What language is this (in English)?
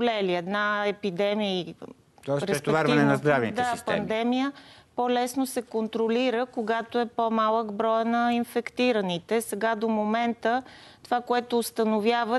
Bulgarian